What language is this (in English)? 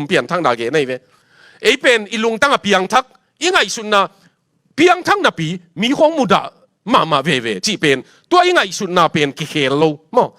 Tedim Chin